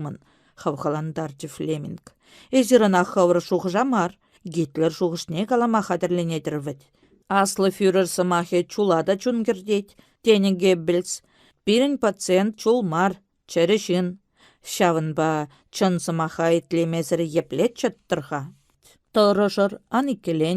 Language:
Chuvash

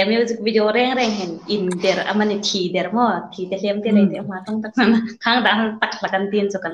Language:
Hmar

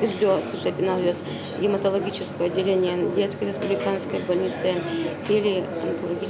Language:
Udmurt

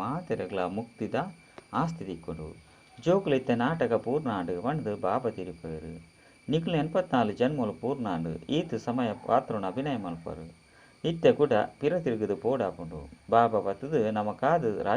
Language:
Tulu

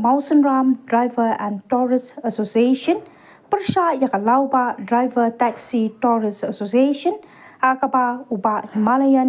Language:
Khasi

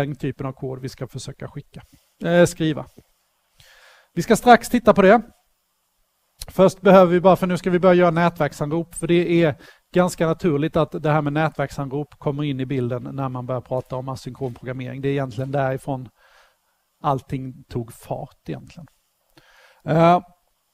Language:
Swedish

